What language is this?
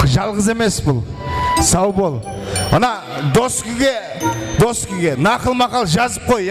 Kara-Kalpak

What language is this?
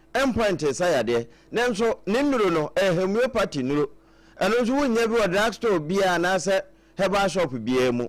Akan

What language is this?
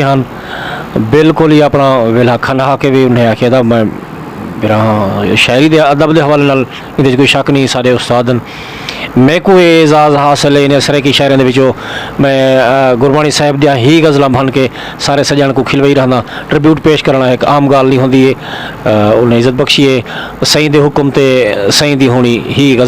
Saraiki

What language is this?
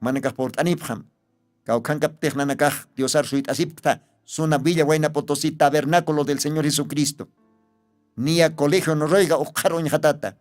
Aymara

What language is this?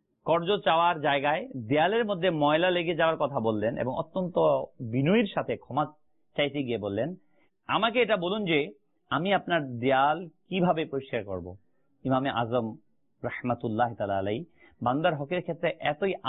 Bangla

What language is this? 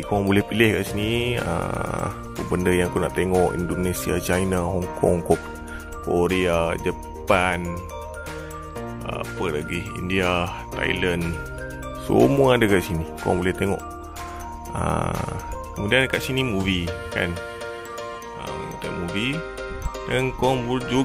Malay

